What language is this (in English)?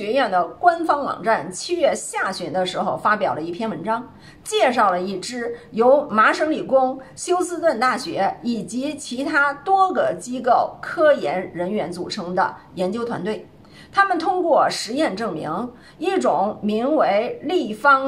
Chinese